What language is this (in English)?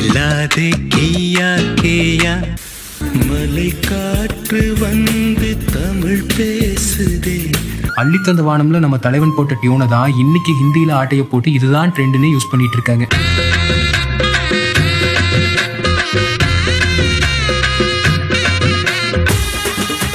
Tamil